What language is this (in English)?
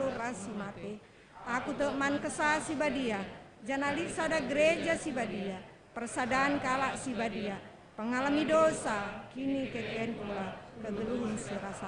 Batak Karo